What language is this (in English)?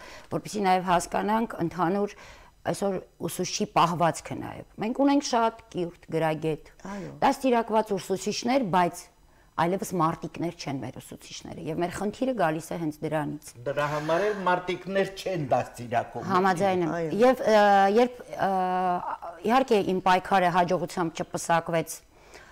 Armenian